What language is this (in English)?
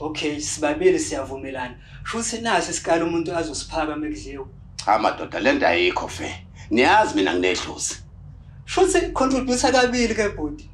Zulu